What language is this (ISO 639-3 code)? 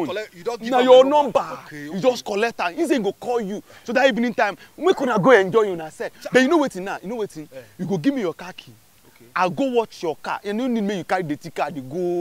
pcm